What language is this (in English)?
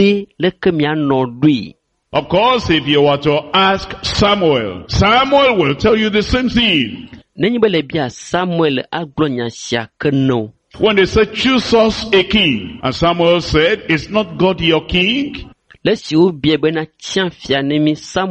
Ewe